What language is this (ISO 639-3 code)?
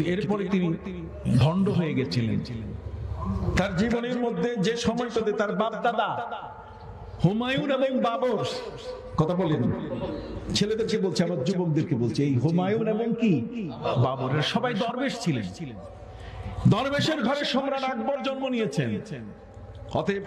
ben